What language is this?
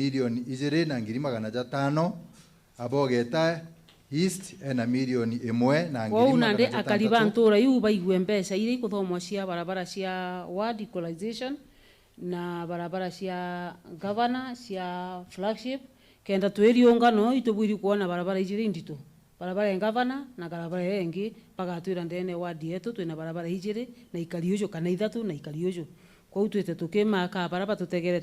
Meru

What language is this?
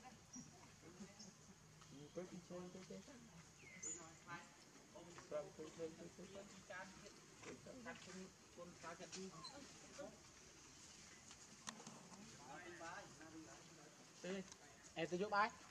Vietnamese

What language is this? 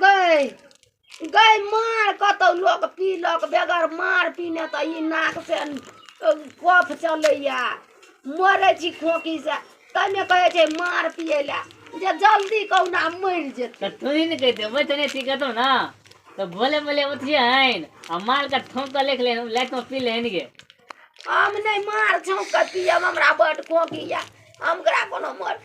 Maithili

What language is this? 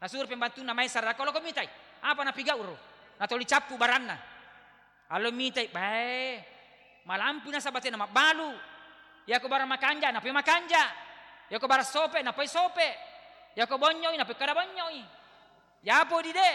Buginese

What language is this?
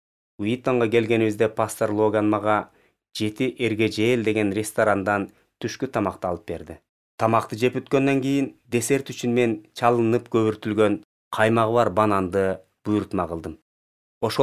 Kyrgyz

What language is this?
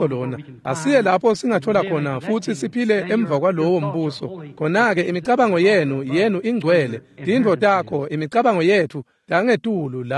Swati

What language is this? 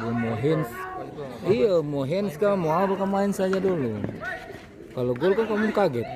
Ambonese Malay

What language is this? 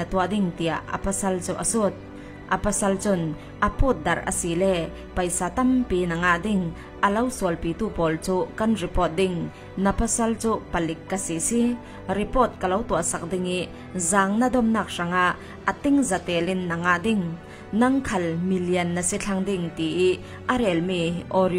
Falam Chin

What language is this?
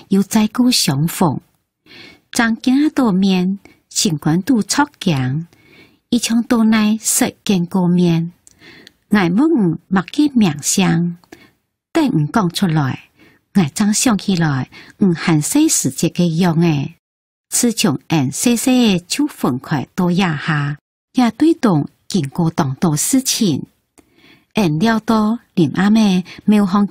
Hakka Chinese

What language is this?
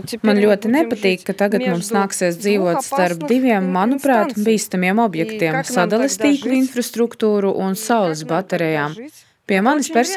Latvian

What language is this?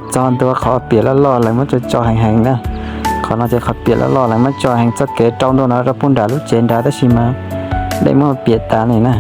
Hmong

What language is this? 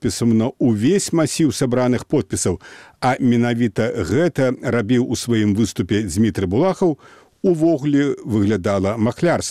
Belarusian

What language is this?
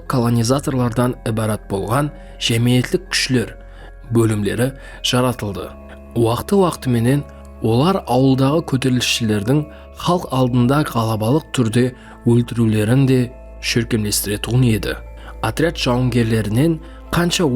Kara-Kalpak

